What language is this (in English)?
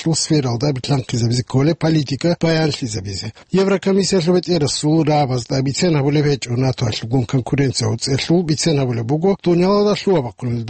Avaric